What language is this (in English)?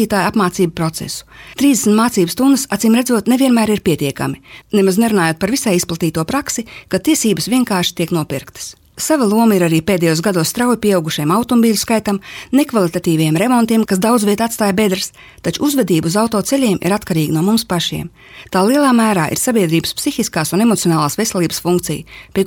Latvian